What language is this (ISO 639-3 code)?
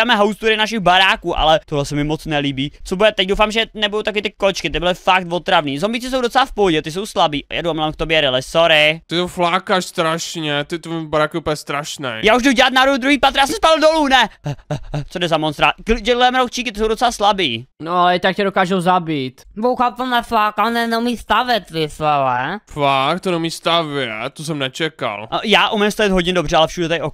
ces